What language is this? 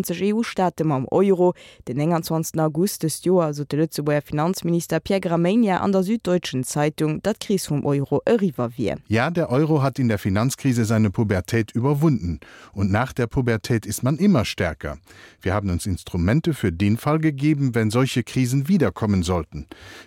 Luxembourgish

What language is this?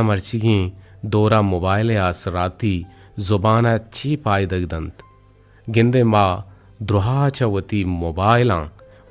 Eastern Balochi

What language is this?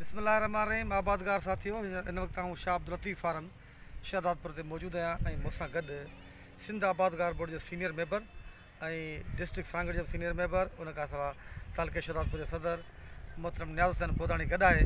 Sindhi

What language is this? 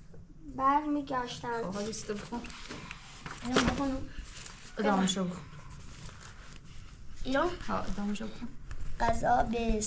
Persian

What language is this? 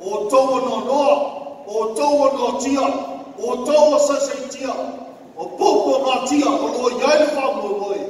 Samoan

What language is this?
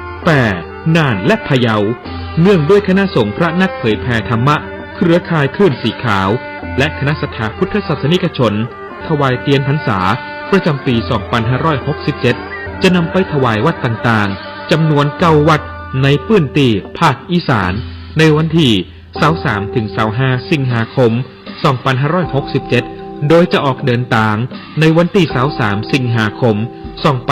Pali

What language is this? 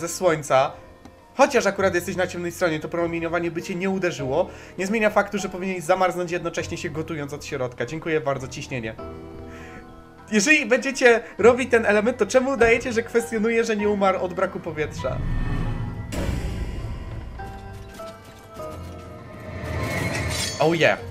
Polish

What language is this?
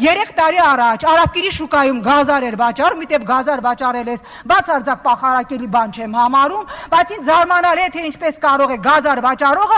Armenian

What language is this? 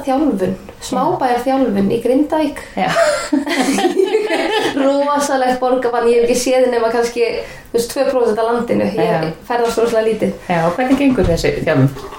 Icelandic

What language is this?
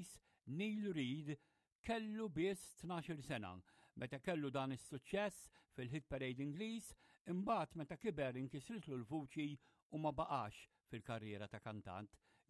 Maltese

